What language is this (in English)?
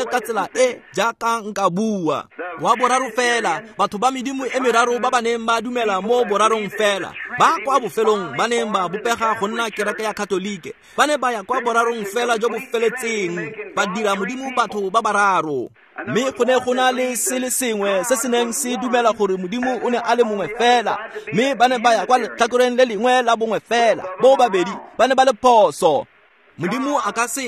Tswana